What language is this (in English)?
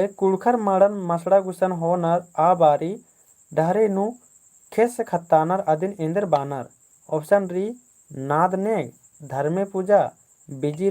Kurukh